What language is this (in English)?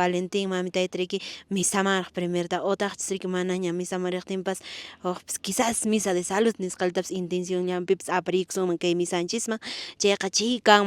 Quechua